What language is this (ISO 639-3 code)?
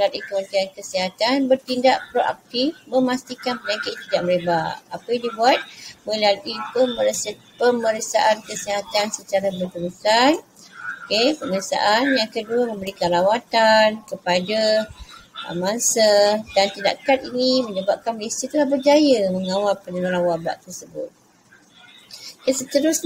msa